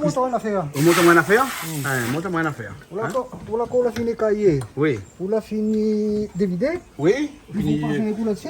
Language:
Réunion Creole French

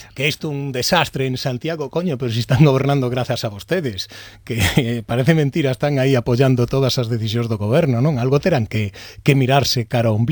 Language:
Galician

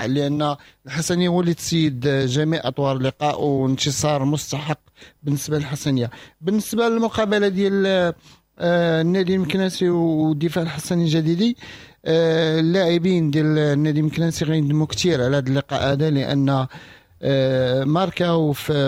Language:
Moroccan Arabic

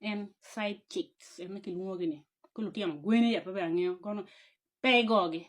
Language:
Acoli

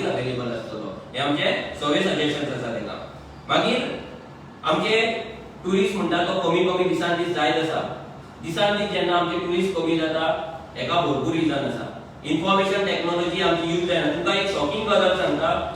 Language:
Konkani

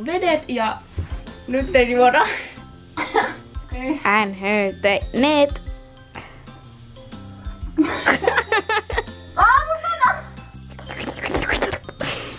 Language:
Finnish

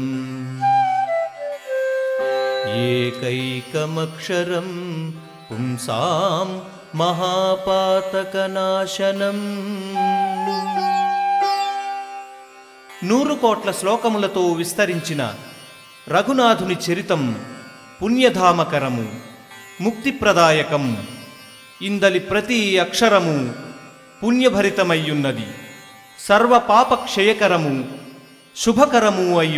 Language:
Telugu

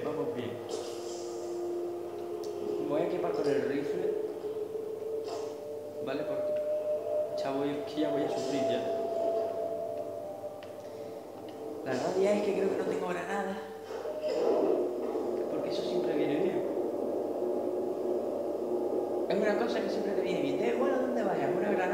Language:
Spanish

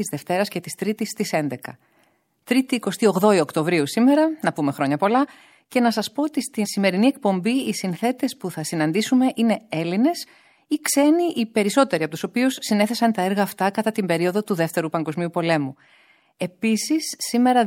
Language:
Greek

